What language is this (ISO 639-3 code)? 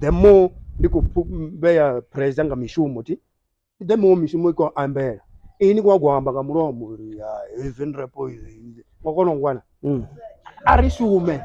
ven